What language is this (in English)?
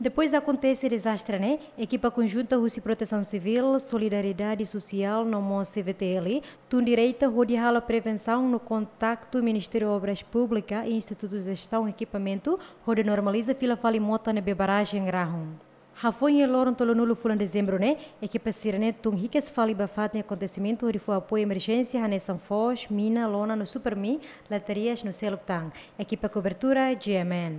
Tetum